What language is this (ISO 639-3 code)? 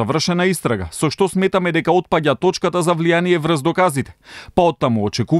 mkd